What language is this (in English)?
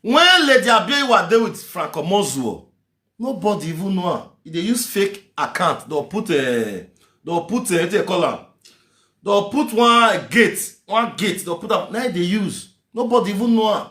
Nigerian Pidgin